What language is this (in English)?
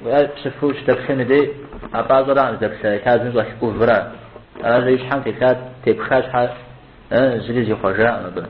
Kabardian